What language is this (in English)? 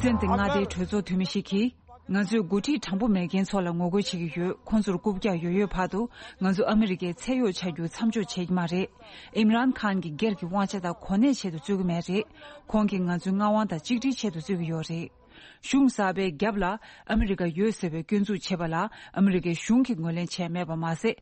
Tibetan